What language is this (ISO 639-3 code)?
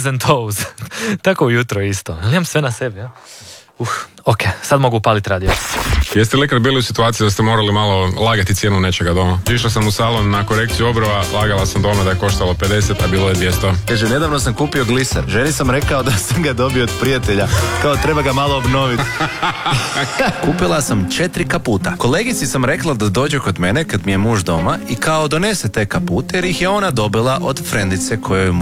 hrv